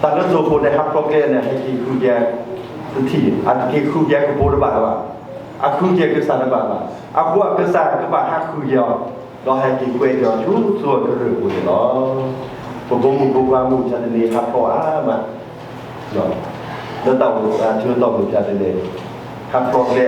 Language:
S'gaw Karen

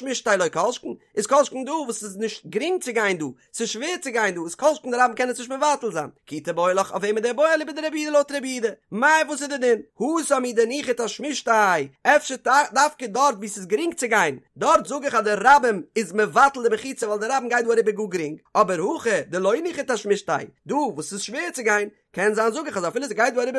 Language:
Yiddish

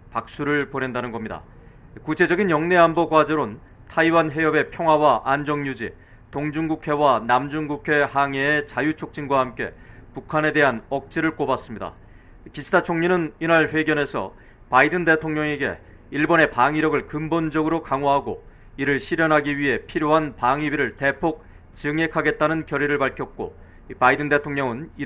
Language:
Korean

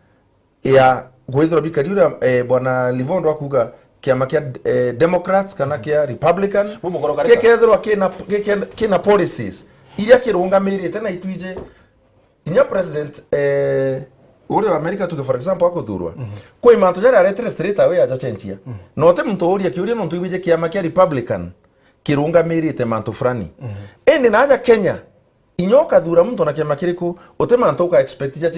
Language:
Meru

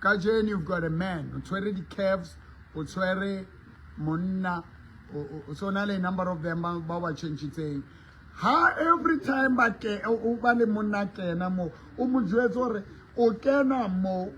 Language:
Southern Sotho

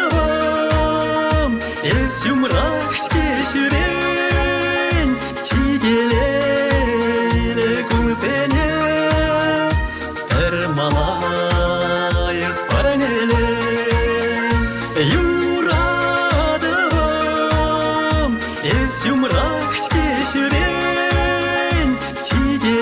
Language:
Chuvash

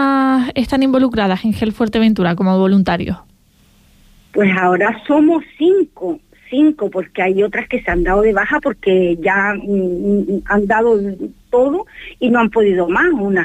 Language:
Spanish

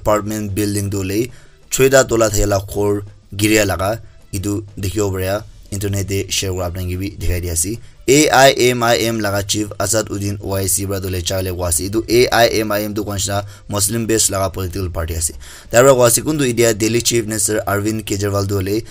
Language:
Naga Pidgin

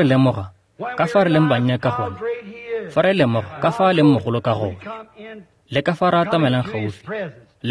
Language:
Tswana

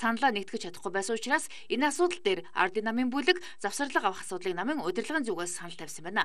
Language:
Mongolian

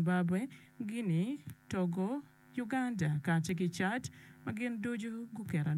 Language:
Acoli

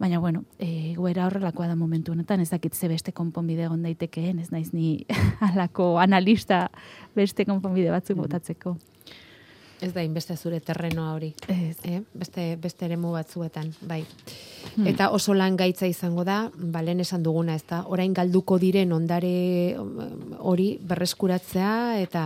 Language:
Basque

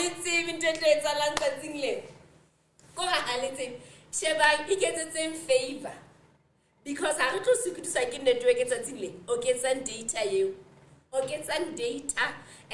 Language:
Southern Sotho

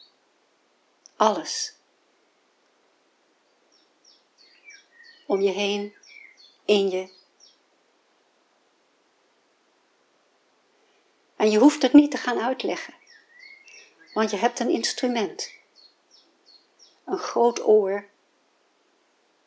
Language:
Dutch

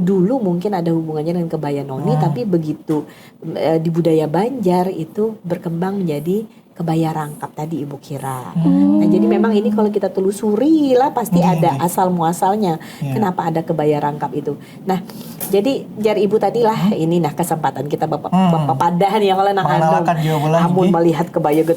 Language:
Banjar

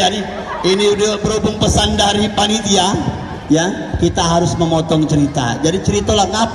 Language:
Musi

